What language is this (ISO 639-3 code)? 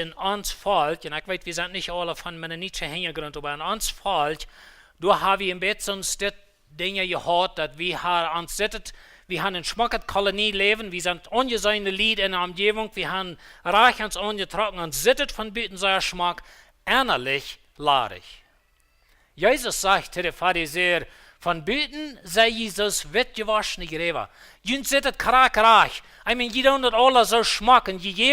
pdt